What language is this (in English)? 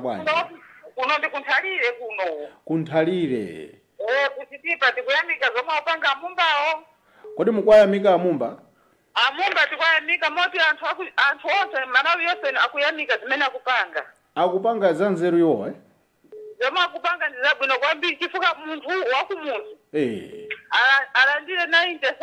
Nyanja